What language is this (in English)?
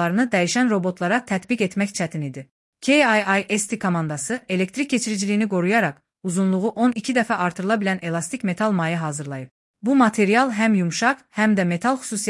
Azerbaijani